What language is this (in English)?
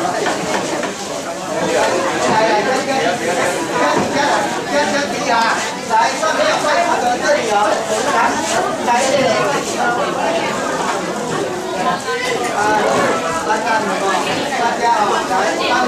Chinese